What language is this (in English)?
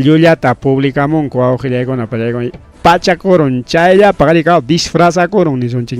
Ayacucho Quechua